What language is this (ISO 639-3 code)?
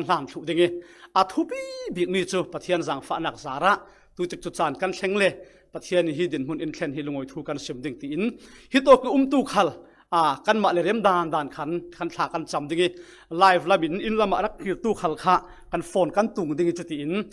cfm